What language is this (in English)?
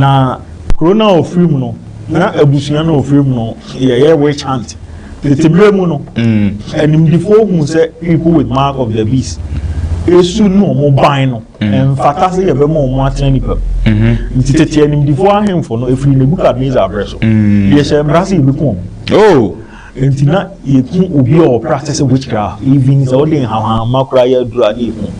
Akan